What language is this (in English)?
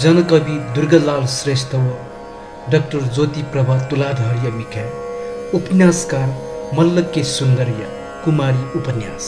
Newari